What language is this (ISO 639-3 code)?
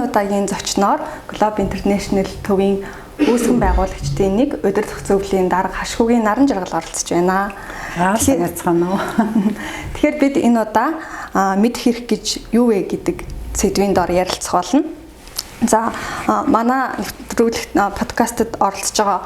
mon